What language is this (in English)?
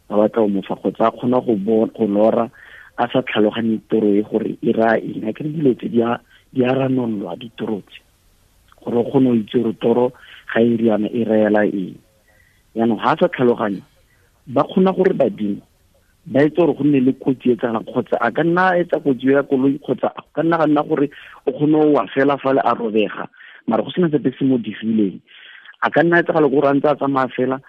Tswana